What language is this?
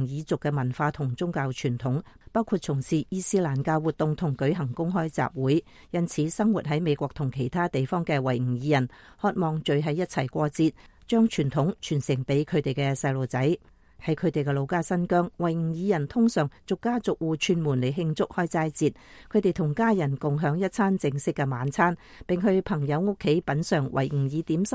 Cantonese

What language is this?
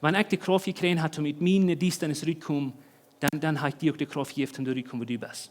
Plautdietsch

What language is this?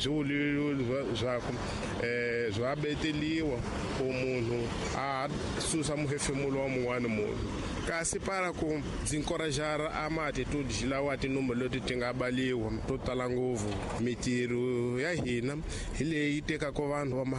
Tsonga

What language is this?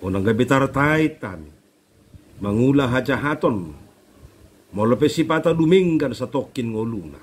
Batak Toba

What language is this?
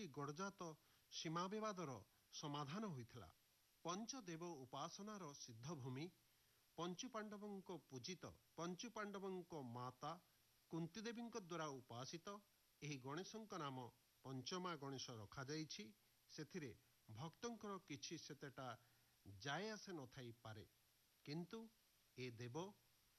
Odia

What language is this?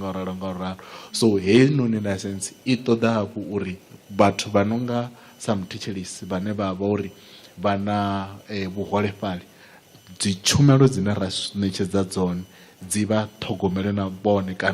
Venda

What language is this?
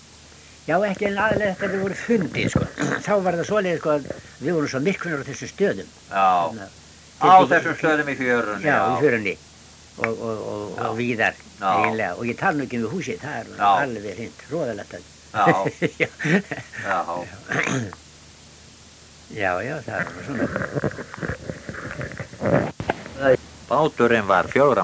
Icelandic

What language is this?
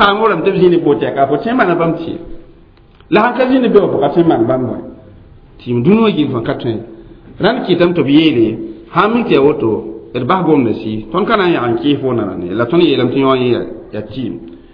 Mossi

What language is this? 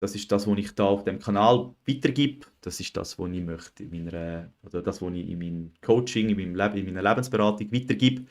Swiss German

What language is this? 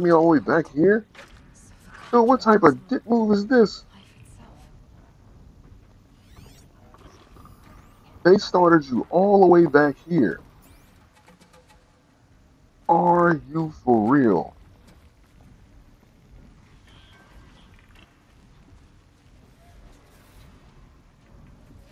English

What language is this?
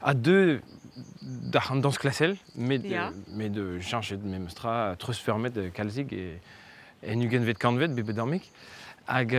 Breton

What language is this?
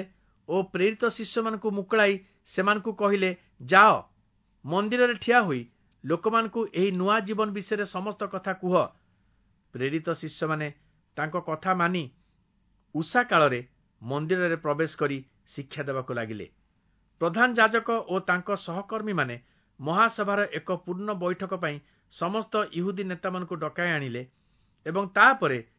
Odia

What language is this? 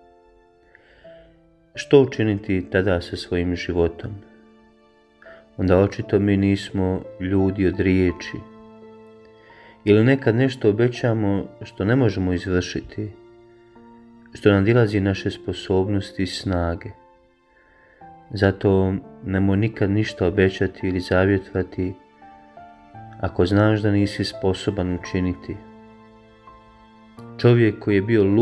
Croatian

